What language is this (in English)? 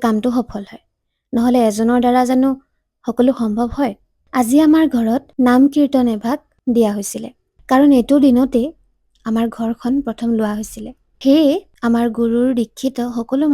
Assamese